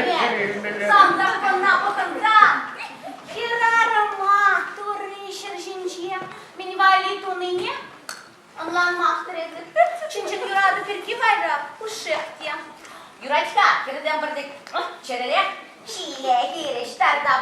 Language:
Chuvash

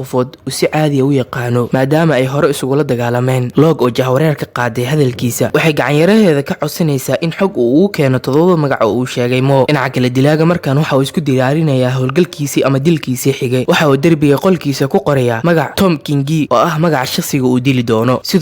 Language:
Somali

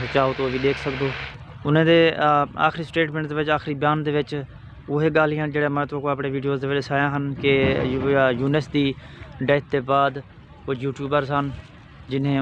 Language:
Saraiki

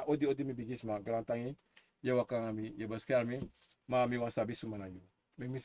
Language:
Sranan Tongo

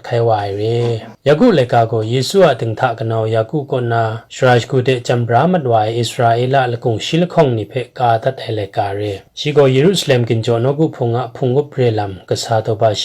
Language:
Kachin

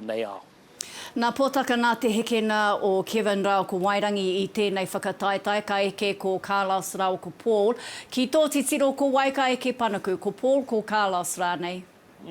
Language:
Māori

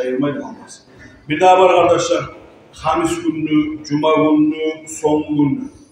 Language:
Kumyk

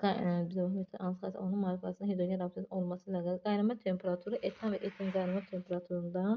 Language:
Azerbaijani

